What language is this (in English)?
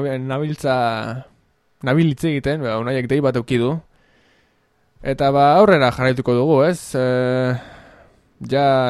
Basque